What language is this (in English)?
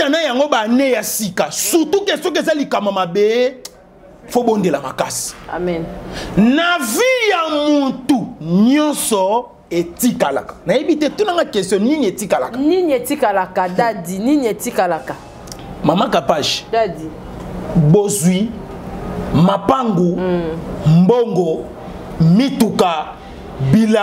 Lingala